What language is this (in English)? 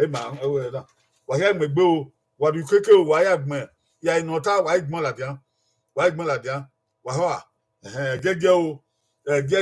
Bini